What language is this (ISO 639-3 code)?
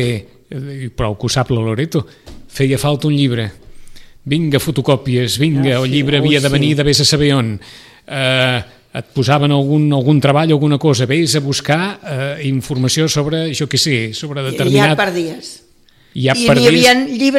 cat